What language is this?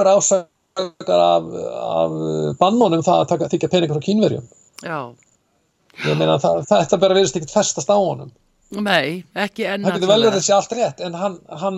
Icelandic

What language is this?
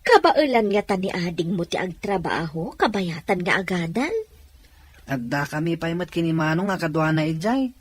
Iloko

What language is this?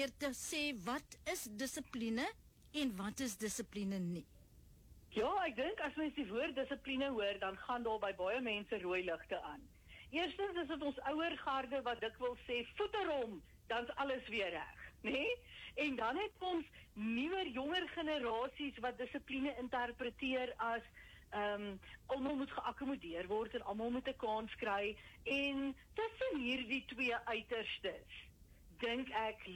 Afrikaans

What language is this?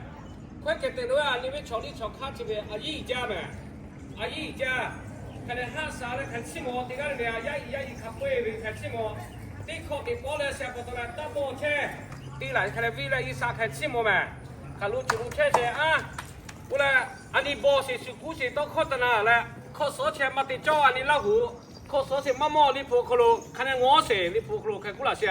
Lahu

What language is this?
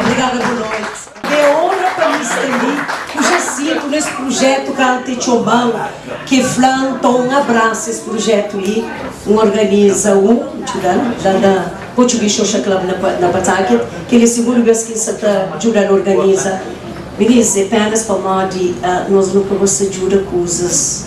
Kabuverdianu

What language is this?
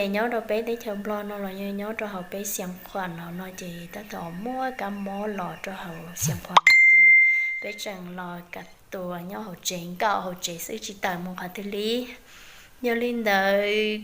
Hmong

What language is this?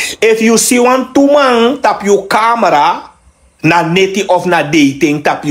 Sranan Tongo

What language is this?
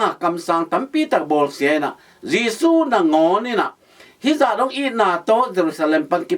Tedim Chin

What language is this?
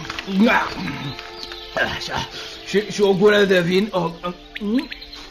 Romanian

